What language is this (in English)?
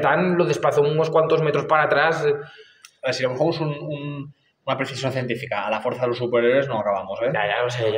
Spanish